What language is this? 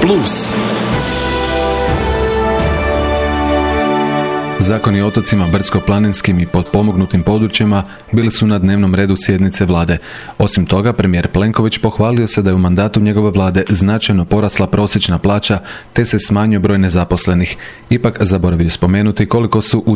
Croatian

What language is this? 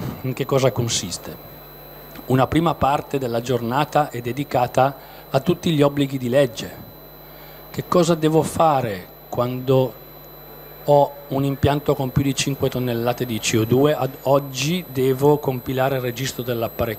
Italian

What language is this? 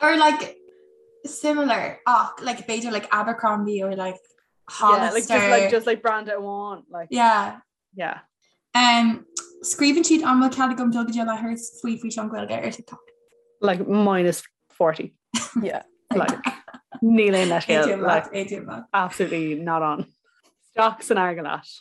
Irish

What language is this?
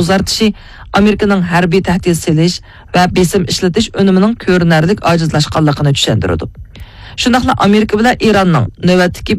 Uyghur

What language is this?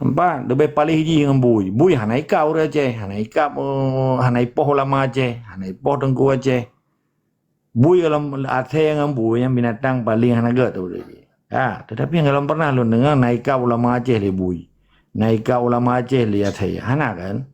Achinese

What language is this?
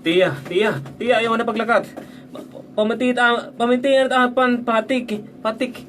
Waray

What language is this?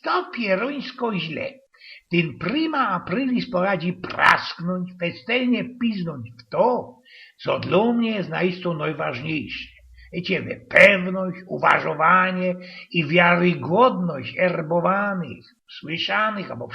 Silesian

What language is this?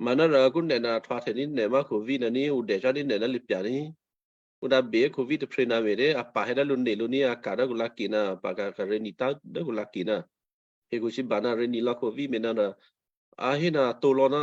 Western Kayah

